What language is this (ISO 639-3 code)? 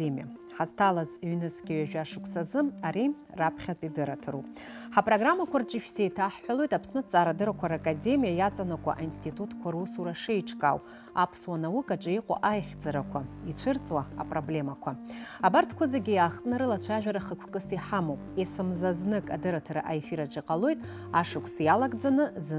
abk